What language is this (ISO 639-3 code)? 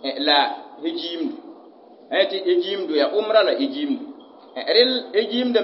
mos